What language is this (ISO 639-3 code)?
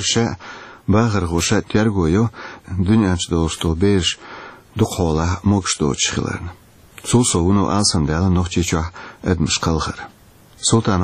che